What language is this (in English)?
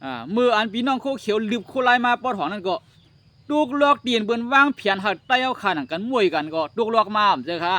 Shan